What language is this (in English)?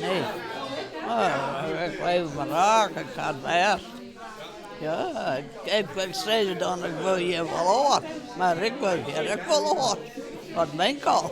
Western Frisian